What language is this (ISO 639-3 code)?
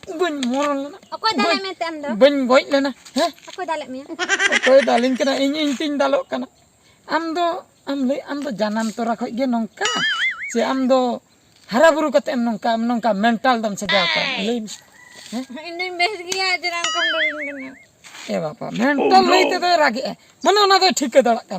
sat